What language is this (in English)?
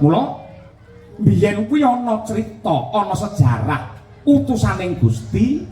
Javanese